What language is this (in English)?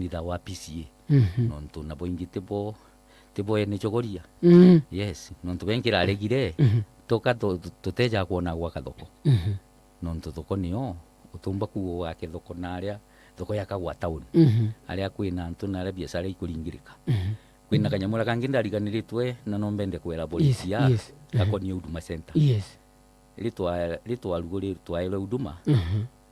Meru